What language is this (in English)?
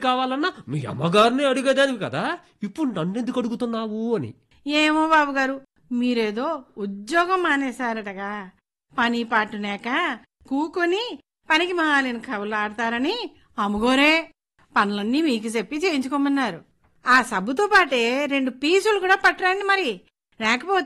Telugu